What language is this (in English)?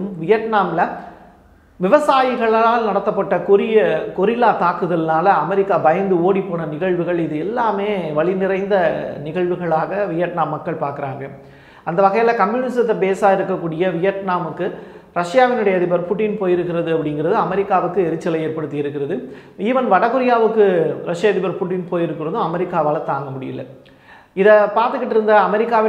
Tamil